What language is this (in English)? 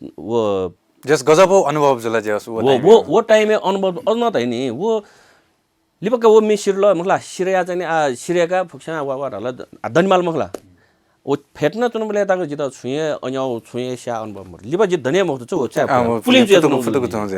Newari